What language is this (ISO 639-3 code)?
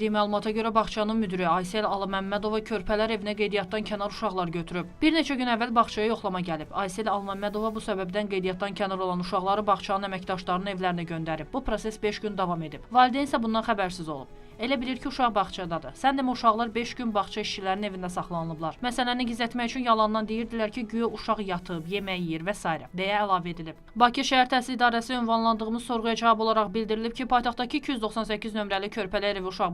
aze